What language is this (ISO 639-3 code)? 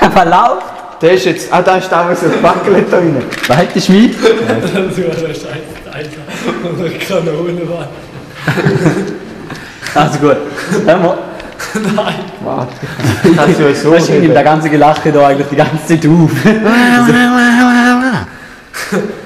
gsw